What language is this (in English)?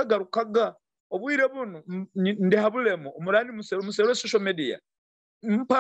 Nyoro